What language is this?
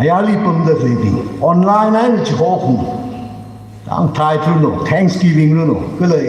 Tangkhul Naga (India)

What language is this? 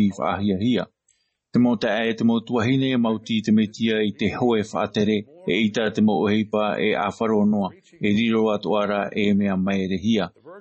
Tahitian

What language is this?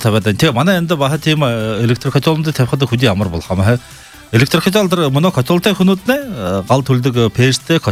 Buriat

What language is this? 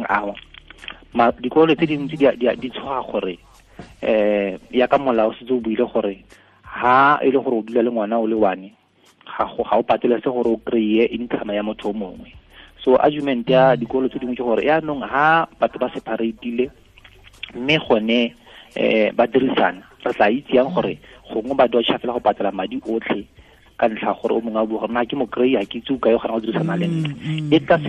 Tswana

